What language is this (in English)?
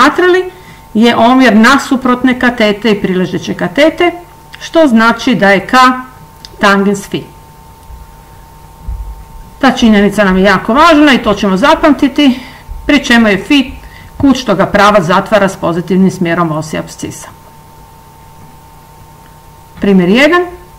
Croatian